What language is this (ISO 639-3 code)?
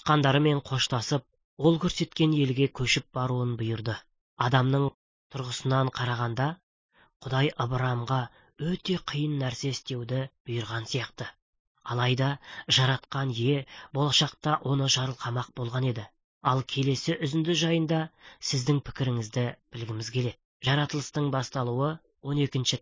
kaz